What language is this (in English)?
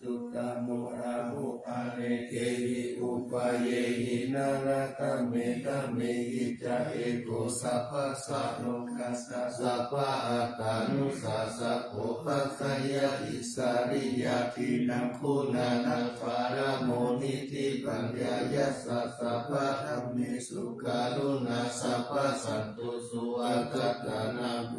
Pali